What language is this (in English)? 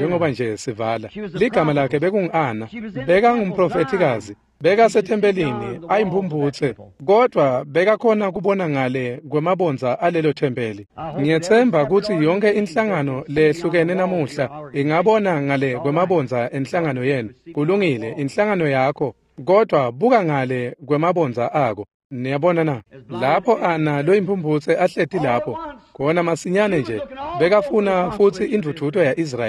Swati